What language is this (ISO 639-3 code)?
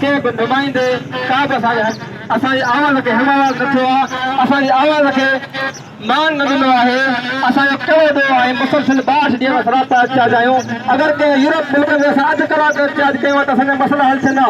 snd